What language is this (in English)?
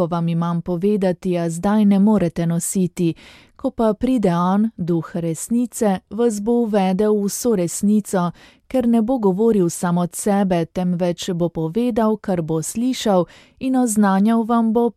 Slovenian